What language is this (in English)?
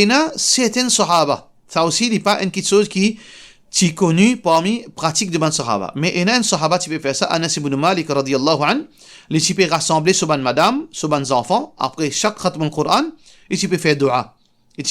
Morisyen